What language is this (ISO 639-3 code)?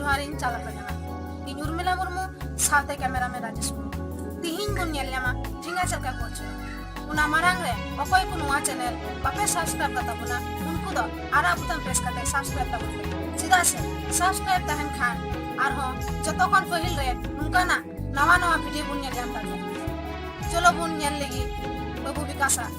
sat